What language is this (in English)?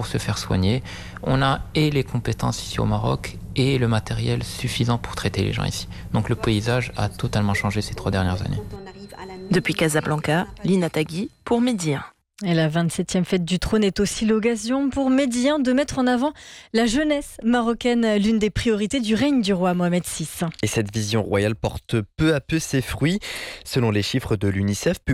French